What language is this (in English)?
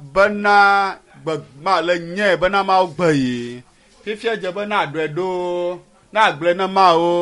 Ewe